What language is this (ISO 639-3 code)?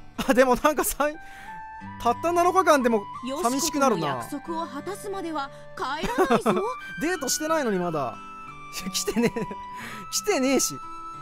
jpn